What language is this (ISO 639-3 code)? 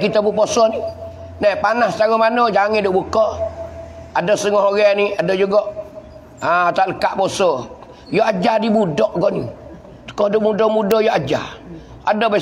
mfa